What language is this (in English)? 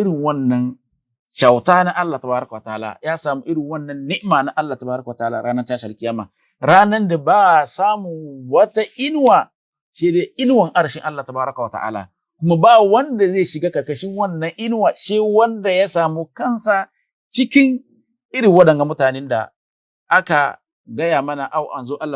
Hausa